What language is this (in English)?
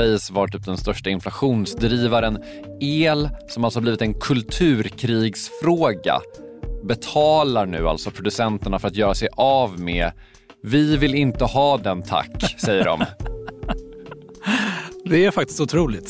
Swedish